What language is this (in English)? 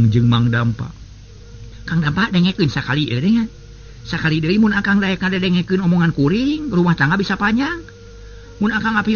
Sundanese